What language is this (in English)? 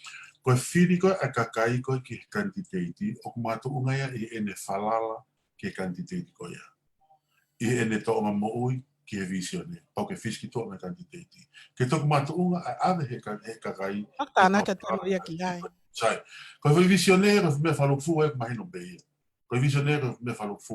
Tongan